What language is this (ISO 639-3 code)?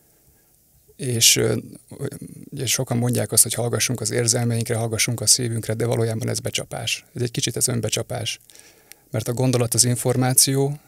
hun